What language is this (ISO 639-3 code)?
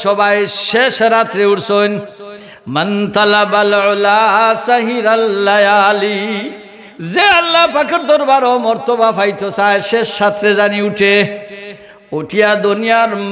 syl